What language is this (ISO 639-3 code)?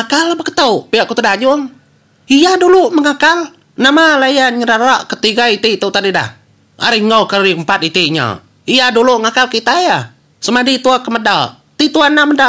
iba